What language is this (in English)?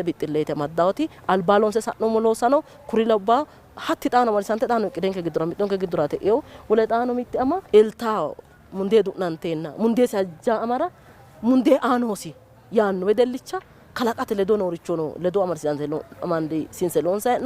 Sidamo